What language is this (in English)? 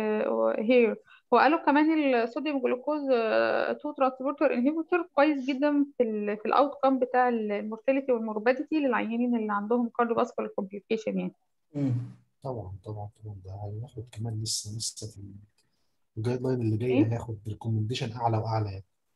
Egyptian Arabic